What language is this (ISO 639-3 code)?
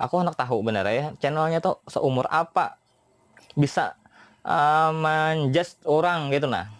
bjn